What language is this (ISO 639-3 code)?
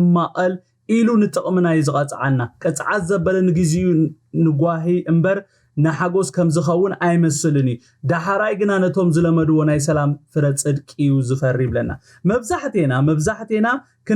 tir